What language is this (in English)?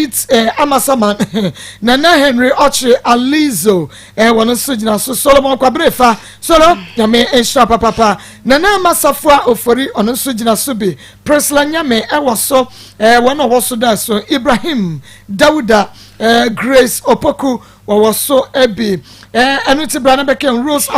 Akan